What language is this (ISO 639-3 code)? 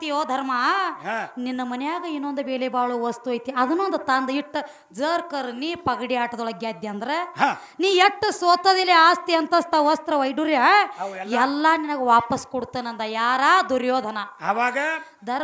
kan